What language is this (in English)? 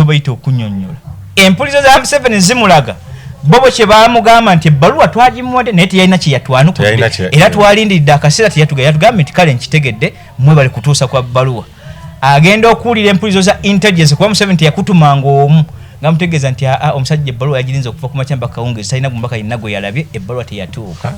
Ganda